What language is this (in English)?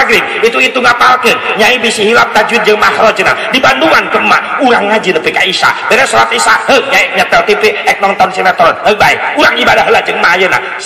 Sundanese